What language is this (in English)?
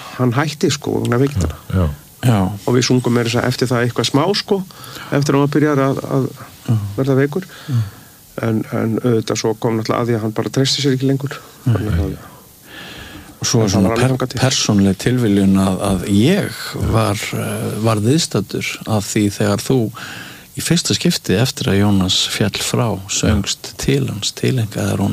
Icelandic